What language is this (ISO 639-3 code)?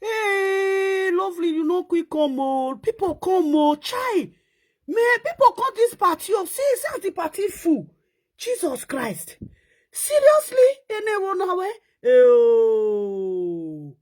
pcm